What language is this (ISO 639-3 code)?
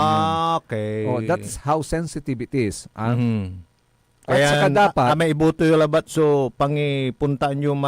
pag